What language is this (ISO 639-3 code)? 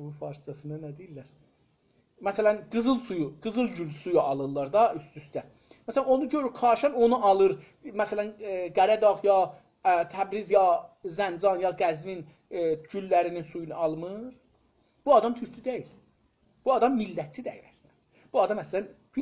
azb